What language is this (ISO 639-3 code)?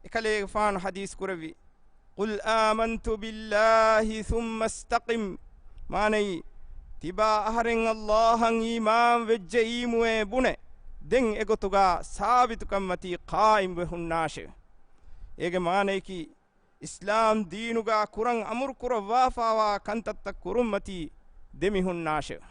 div